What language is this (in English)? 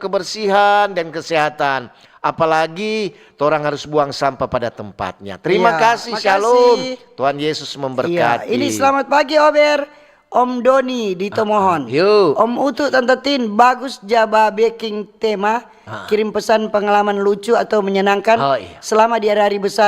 Manado Malay